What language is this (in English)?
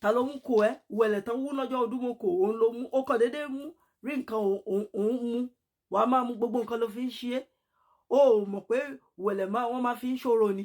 Yoruba